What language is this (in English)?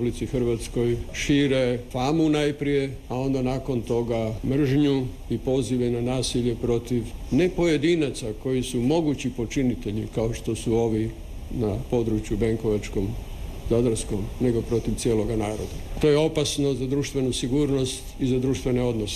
Croatian